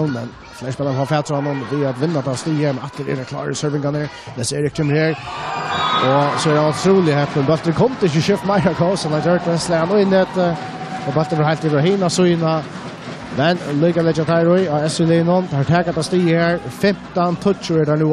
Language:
Faroese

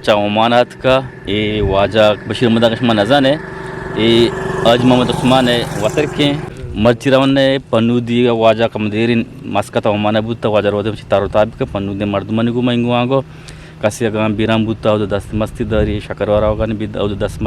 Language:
Eastern Balochi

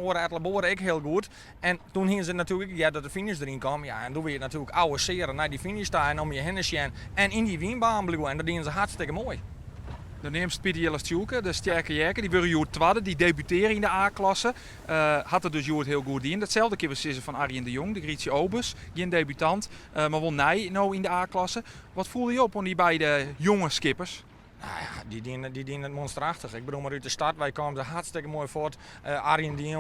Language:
Western Frisian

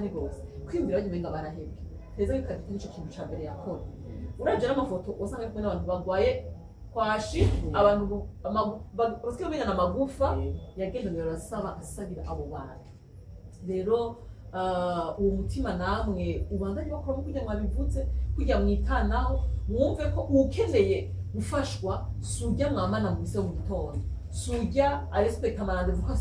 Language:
Rundi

